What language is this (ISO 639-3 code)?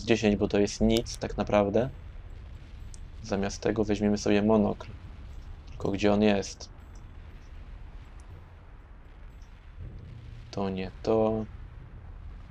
pol